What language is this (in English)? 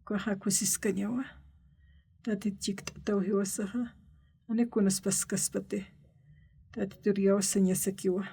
Aymara